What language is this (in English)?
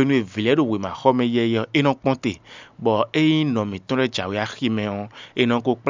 Fon